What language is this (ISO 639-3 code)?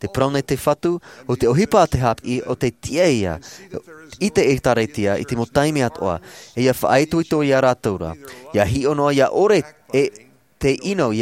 tah